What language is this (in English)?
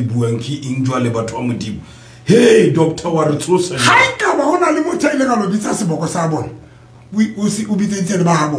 Southern Sotho